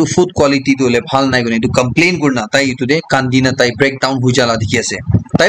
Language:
Naga Pidgin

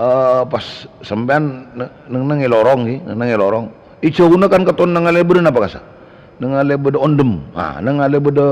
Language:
Madurese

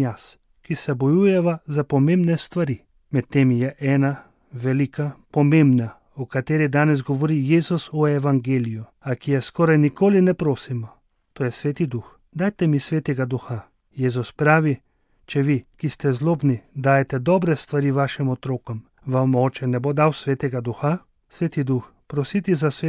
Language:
Slovenian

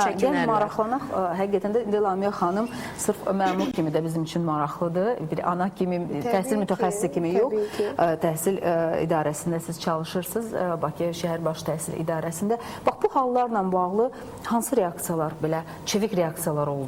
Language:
Azerbaijani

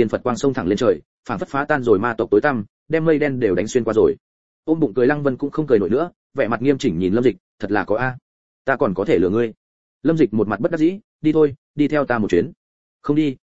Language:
Vietnamese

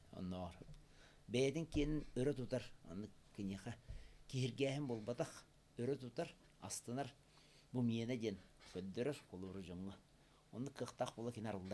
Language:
Yakut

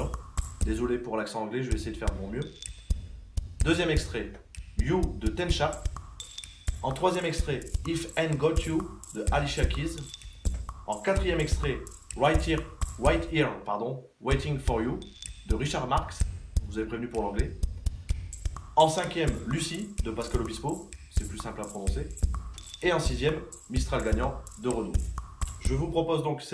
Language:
French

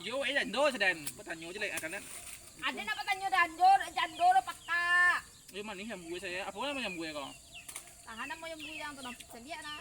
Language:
Minangkabau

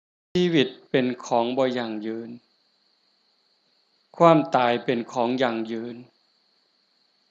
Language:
Lao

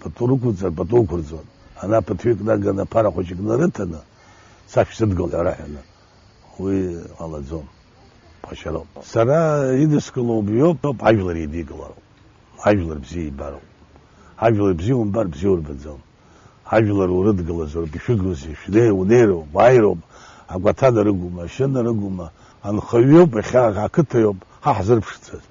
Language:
Abkhazian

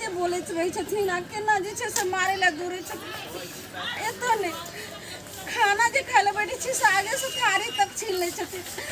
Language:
Maithili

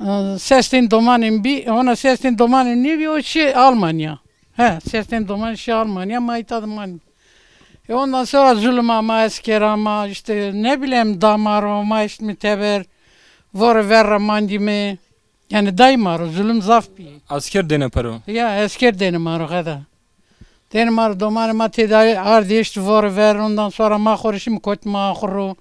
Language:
Zaza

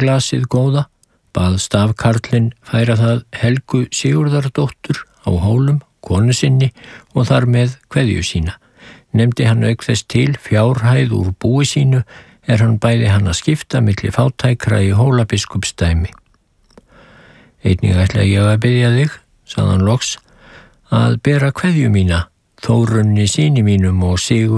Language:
Icelandic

